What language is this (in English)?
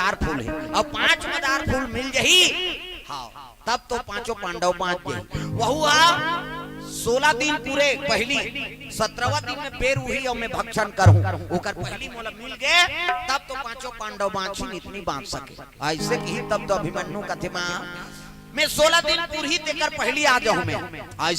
Chhattisgarhi